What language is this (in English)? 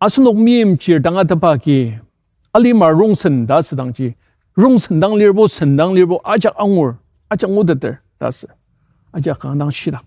Ao Naga